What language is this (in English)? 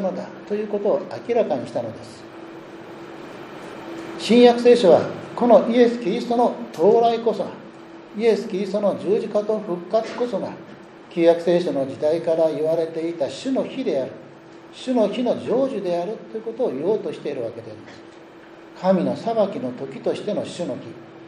Japanese